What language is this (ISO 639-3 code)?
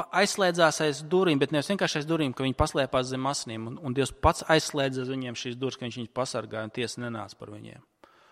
lav